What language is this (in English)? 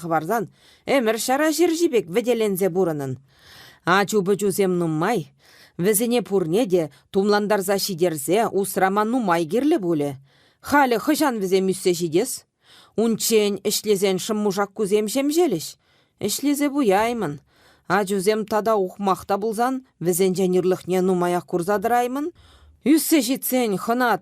Chuvash